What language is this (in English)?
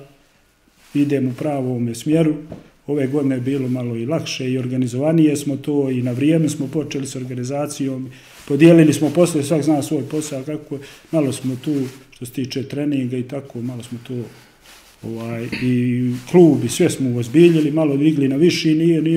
Bosnian